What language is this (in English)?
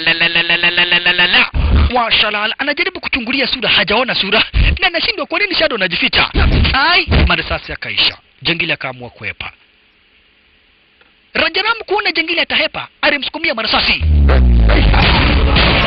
Swahili